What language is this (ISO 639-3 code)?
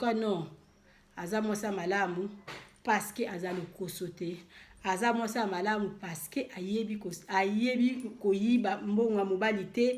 lin